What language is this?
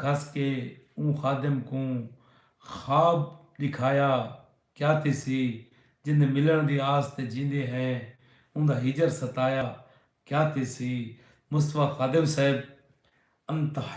Saraiki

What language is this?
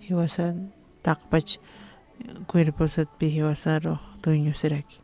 Aymara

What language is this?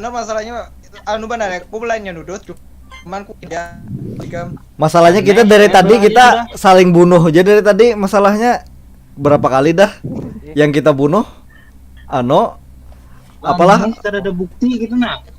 Banjar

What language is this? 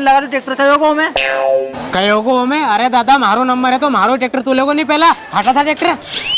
Rajasthani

